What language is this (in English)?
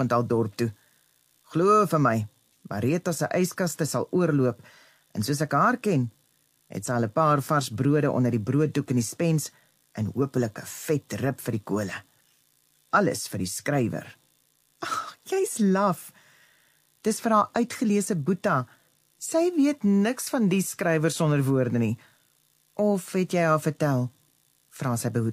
Afrikaans